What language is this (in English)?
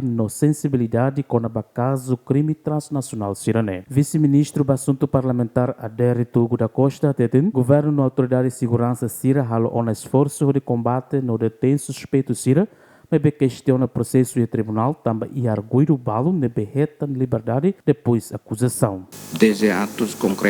Tetum